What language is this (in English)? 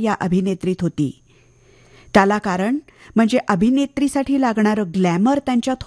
Marathi